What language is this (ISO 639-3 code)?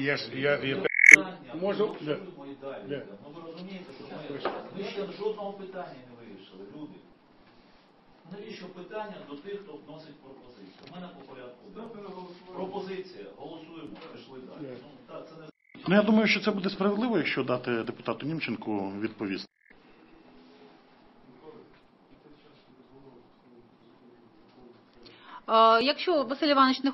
ukr